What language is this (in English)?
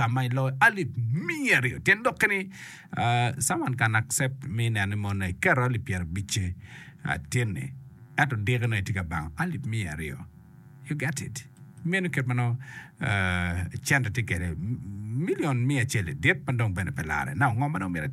Acoli